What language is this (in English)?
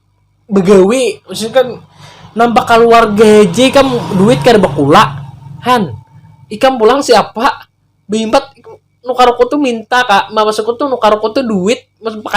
Banjar